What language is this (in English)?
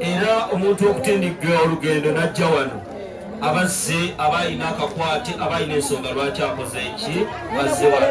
Ganda